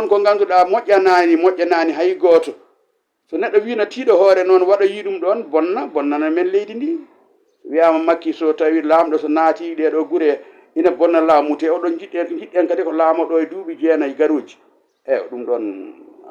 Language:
Fula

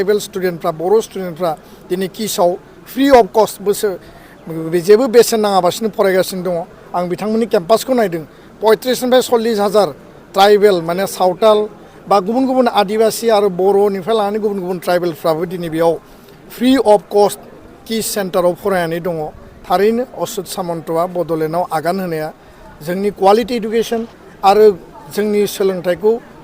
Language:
Bodo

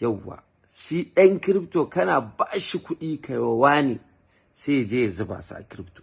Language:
Hausa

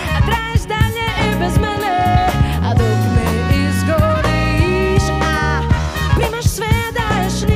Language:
Croatian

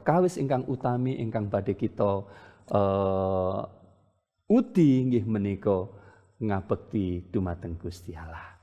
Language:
Javanese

